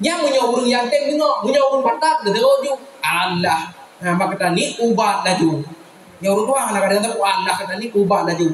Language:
Achinese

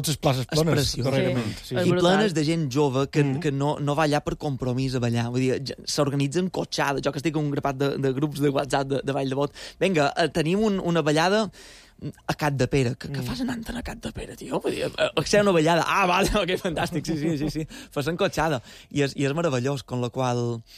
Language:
Catalan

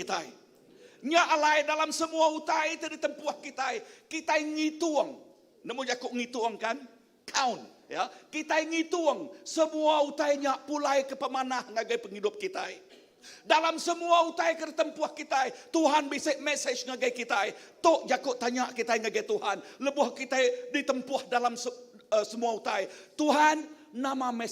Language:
Iban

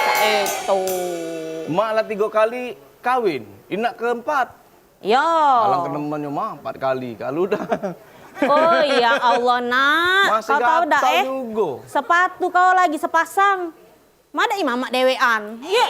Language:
Musi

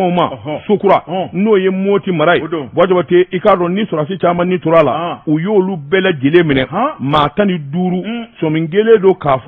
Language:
Bambara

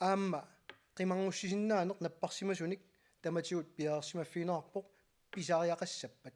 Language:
Kalaallisut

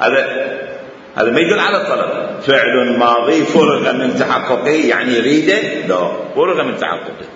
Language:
Mesopotamian Arabic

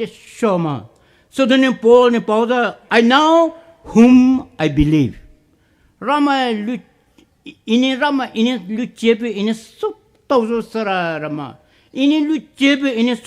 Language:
Poumei Naga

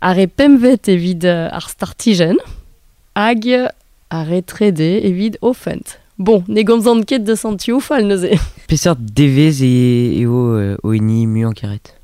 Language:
Breton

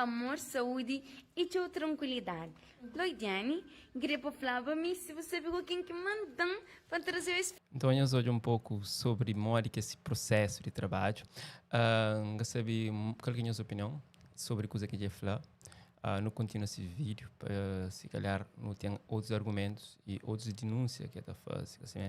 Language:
Kabuverdianu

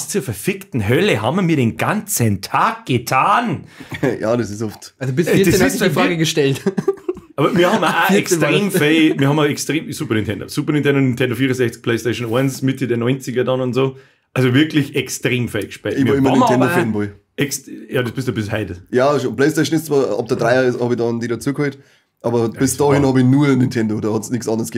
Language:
Bavarian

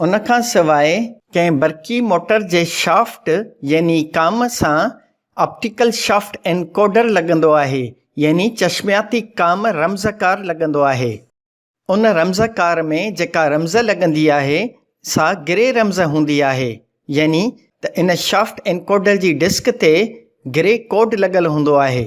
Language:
Sindhi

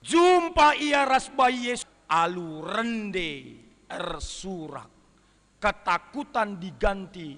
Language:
Batak Karo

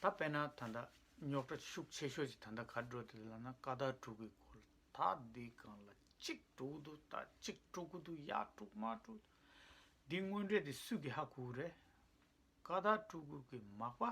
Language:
Tibetan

